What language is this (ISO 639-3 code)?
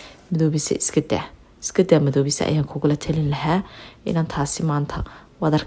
som